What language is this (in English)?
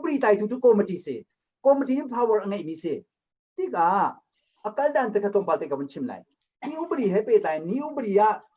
Hakha Chin